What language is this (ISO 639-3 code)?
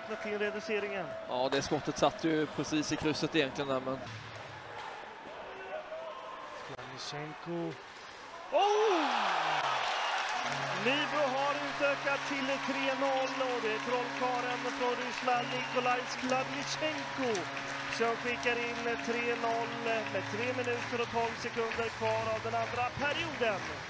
swe